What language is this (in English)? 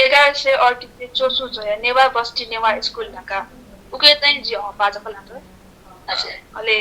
Newari